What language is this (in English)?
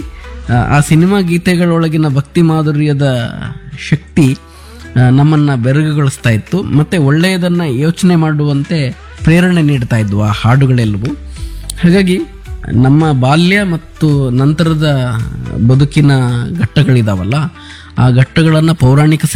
Kannada